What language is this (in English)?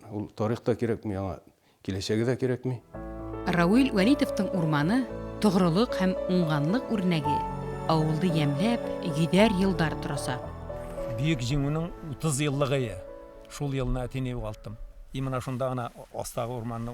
Bashkir